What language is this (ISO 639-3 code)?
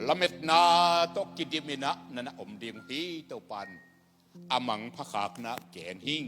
ctd